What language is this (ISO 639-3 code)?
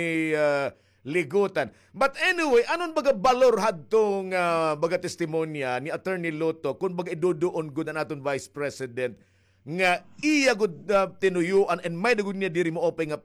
war